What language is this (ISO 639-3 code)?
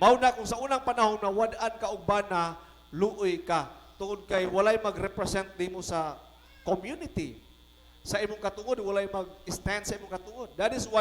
ceb